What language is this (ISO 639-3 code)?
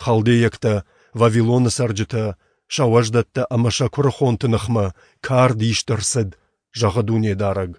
oss